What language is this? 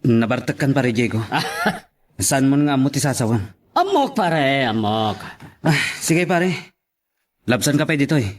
Iloko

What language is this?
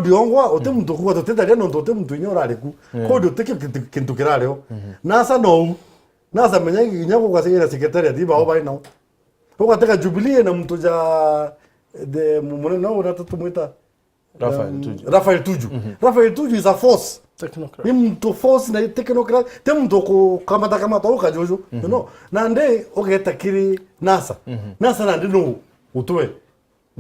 Meru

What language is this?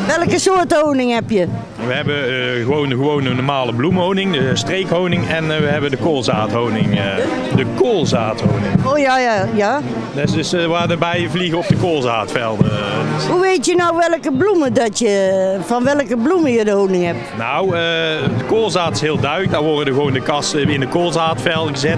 Dutch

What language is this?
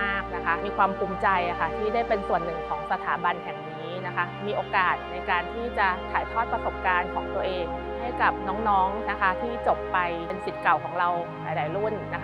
Thai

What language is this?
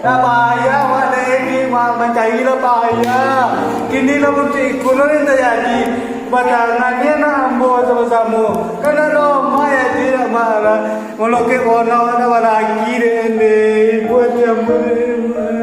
Minangkabau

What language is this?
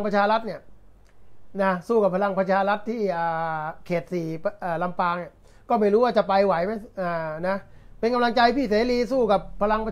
Thai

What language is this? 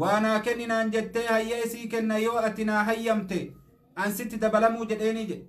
Oromo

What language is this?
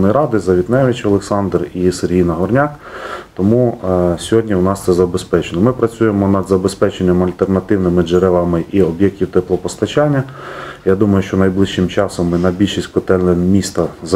Ukrainian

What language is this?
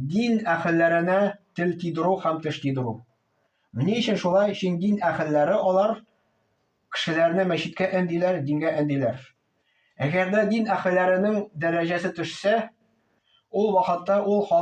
Tatar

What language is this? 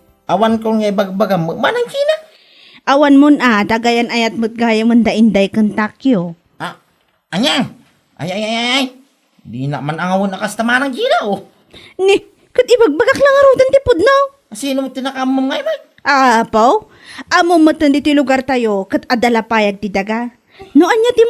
Iloko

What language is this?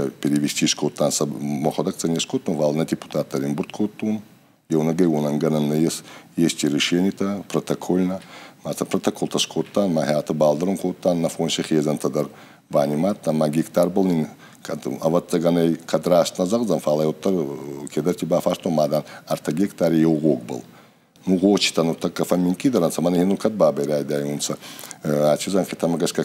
Ossetic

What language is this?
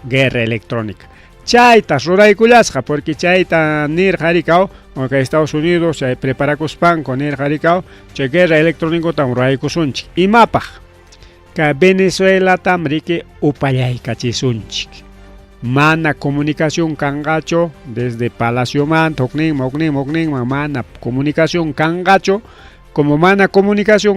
Ayacucho Quechua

